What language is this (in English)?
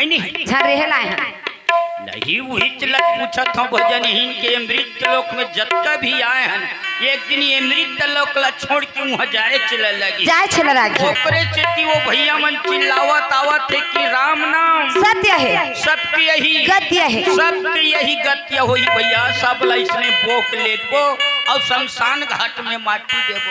Chhattisgarhi